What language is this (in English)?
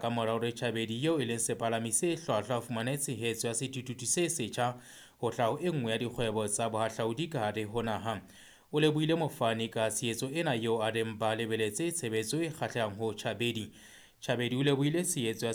Southern Sotho